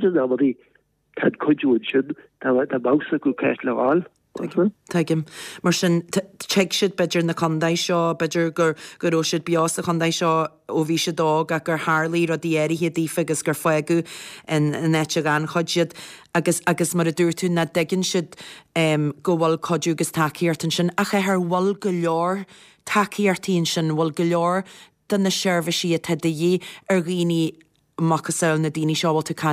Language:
Irish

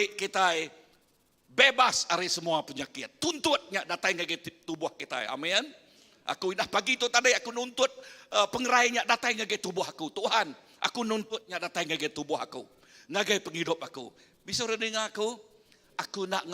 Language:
Iban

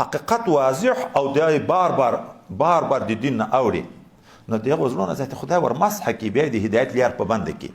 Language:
Pashto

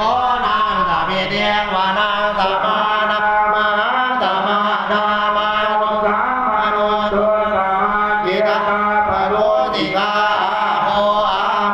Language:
Pali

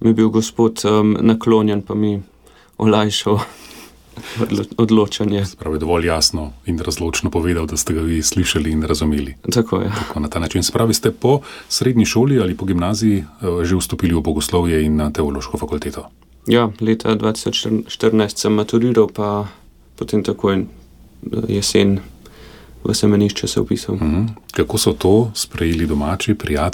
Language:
Slovenian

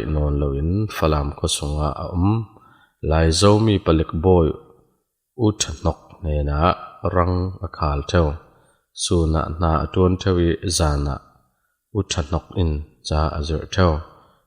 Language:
Falam Chin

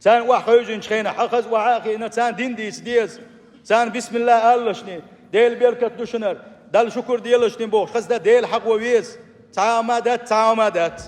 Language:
Chechen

